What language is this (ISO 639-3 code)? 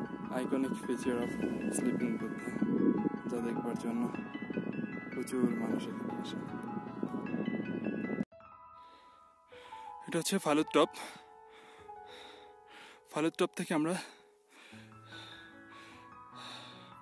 ben